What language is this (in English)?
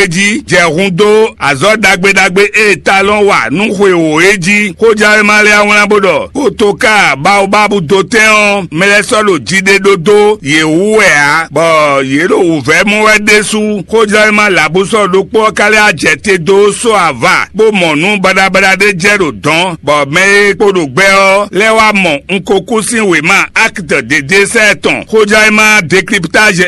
Fon